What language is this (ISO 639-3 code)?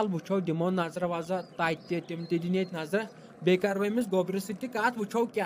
kas